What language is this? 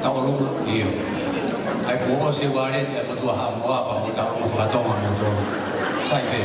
Tongan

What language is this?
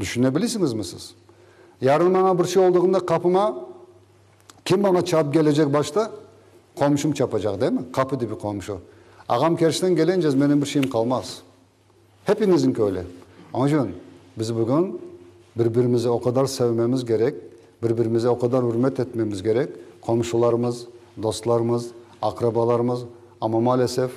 Crimean Tatar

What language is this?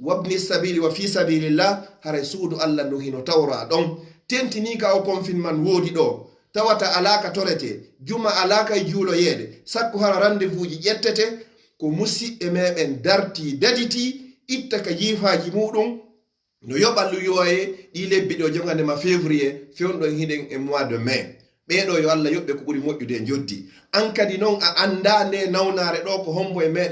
Fula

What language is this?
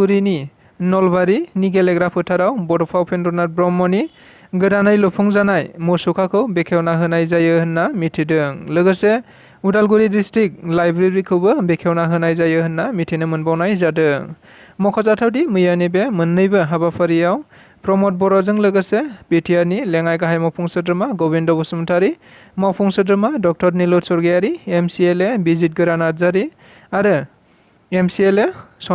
Bodo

